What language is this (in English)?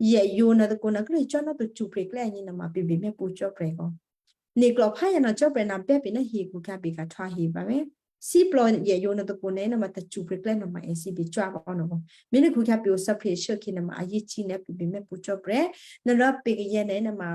Western Kayah